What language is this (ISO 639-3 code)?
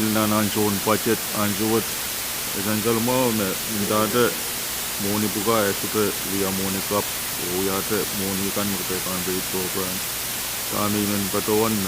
pon